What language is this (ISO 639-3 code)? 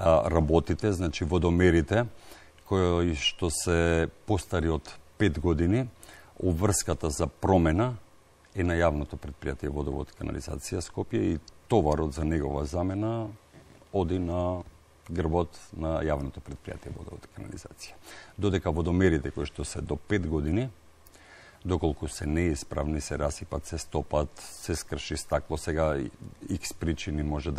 mkd